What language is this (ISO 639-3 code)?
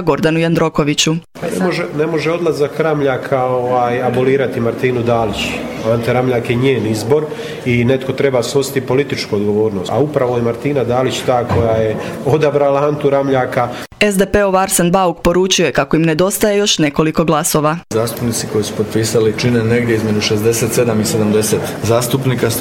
hrv